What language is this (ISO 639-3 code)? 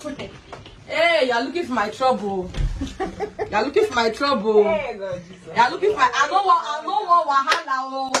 pcm